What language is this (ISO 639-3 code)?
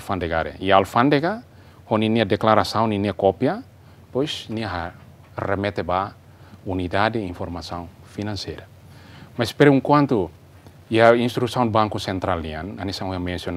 tet